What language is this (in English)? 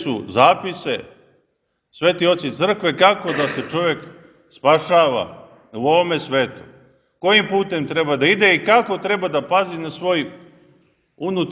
Serbian